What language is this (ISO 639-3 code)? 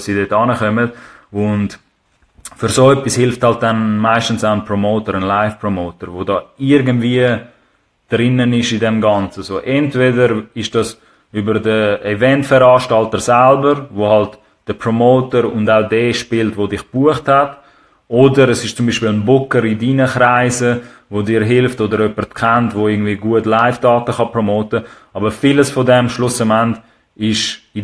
gsw